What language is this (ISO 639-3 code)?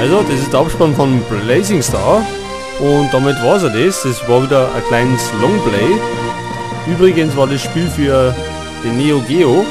bar